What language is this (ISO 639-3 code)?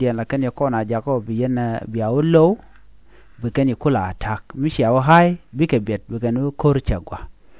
nus